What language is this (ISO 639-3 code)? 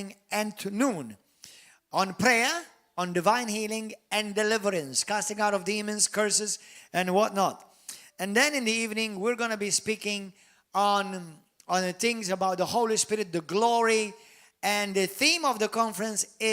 eng